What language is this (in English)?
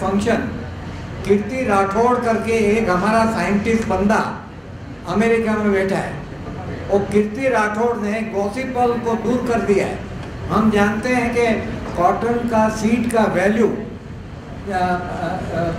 Hindi